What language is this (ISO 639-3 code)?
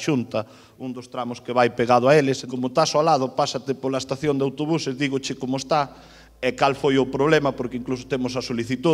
glg